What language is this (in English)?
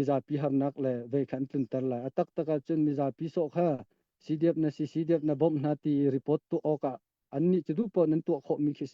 Hakha Chin